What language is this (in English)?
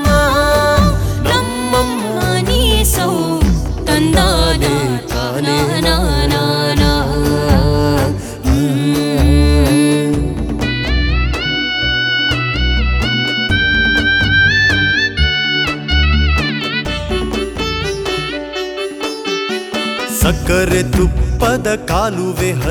Kannada